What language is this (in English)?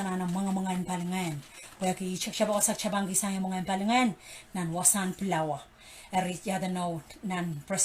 Pohnpeian